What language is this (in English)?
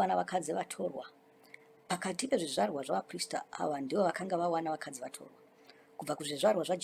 Shona